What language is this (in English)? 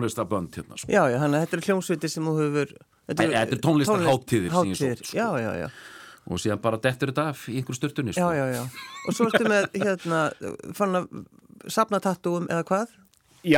Icelandic